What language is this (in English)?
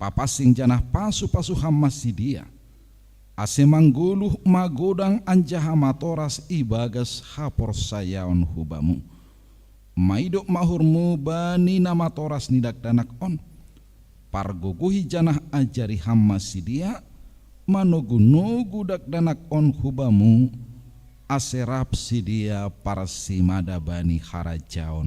Batak Simalungun